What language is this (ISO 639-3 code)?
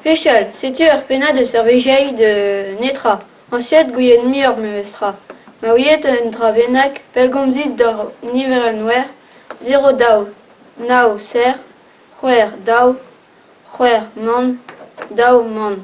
bre